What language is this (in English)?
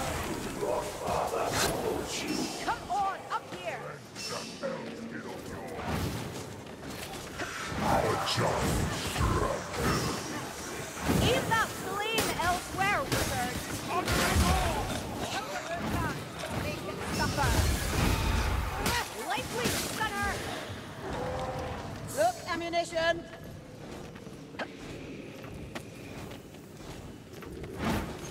English